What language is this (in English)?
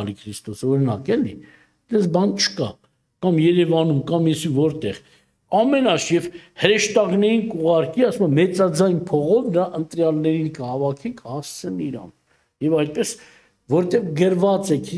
Armenian